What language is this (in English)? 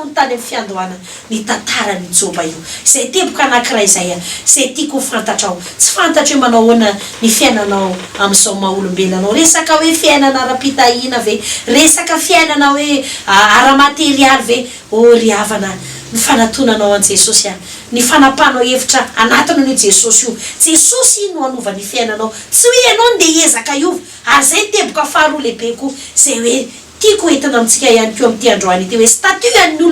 Malagasy